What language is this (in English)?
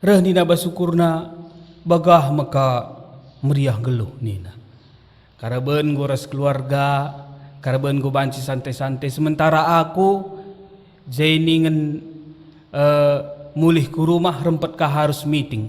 Batak Karo